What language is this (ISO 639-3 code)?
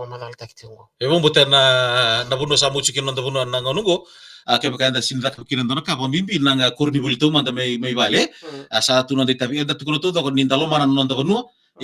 fij